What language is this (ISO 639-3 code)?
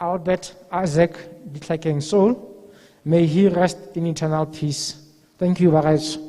tsn